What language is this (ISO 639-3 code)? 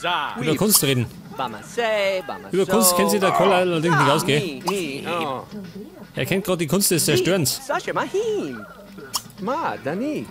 bar